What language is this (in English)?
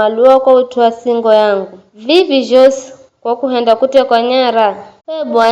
Giryama